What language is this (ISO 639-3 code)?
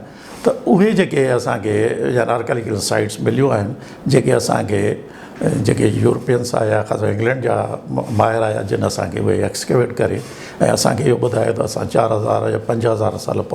snd